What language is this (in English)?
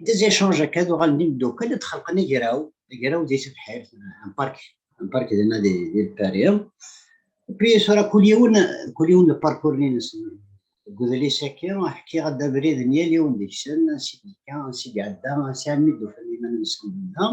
Kabyle